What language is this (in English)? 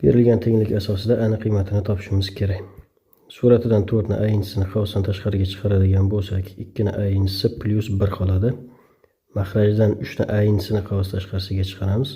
Uzbek